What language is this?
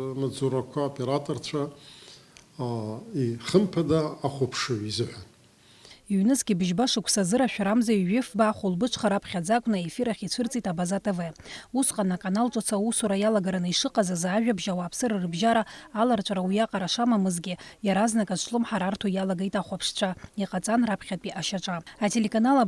Abkhazian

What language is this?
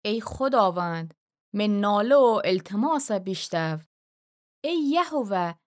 Gilaki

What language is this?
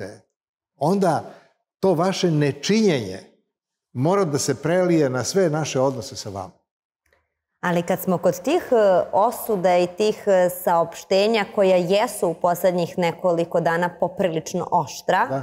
Serbian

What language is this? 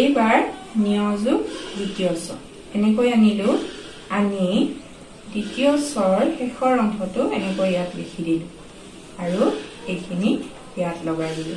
Assamese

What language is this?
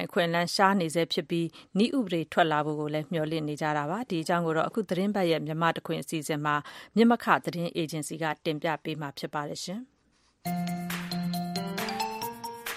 Burmese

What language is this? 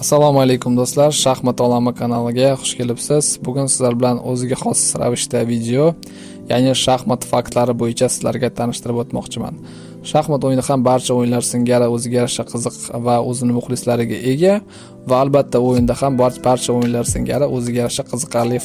Uzbek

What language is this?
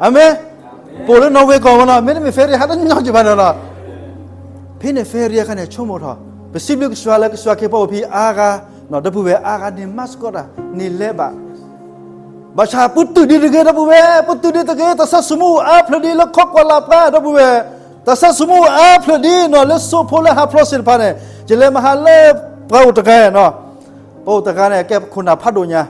S'gaw Karen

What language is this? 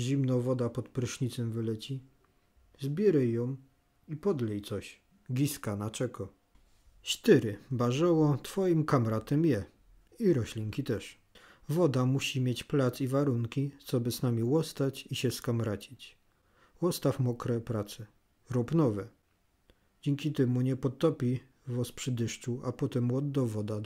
Silesian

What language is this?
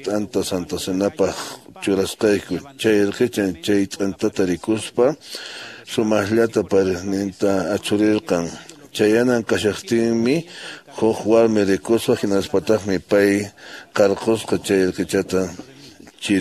Quechua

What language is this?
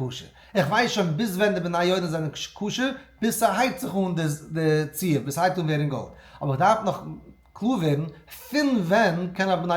Yiddish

